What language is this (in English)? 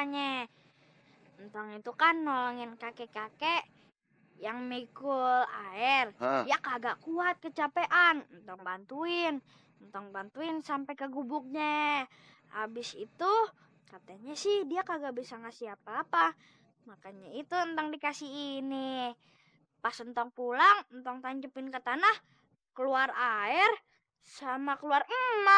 Betawi